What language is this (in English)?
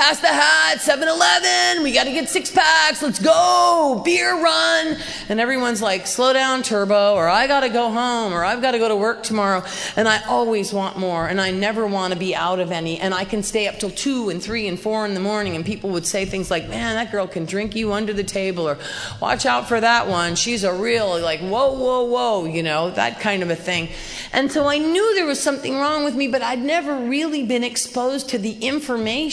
English